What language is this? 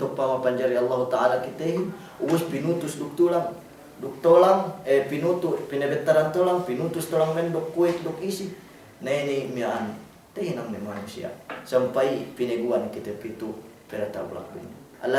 Yakan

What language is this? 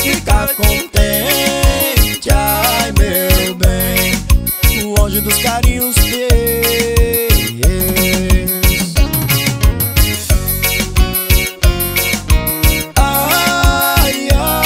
Portuguese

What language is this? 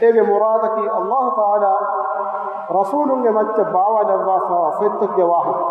Divehi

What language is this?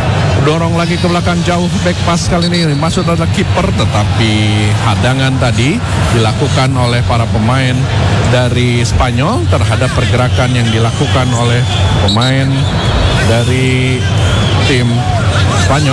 Indonesian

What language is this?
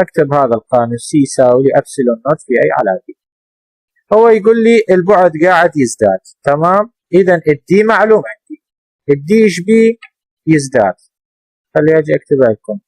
Mesopotamian Arabic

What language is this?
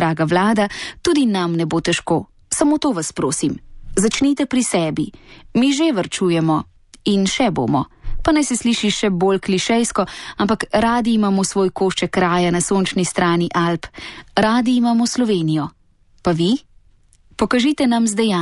Slovenian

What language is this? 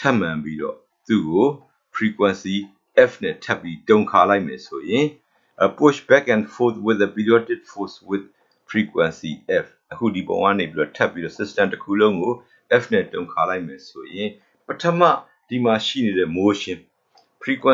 Burmese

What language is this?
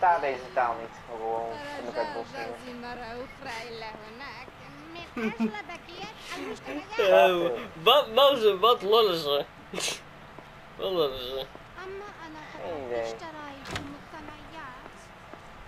Dutch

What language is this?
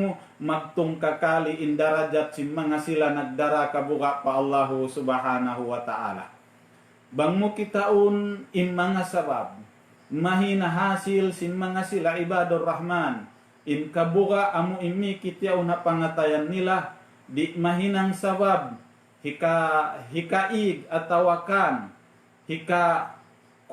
Tausug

